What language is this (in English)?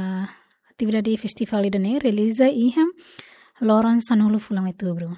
Tetum